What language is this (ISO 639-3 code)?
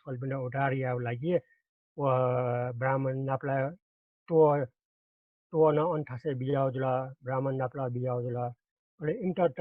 new